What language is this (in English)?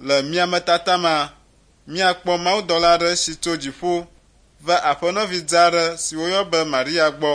Ewe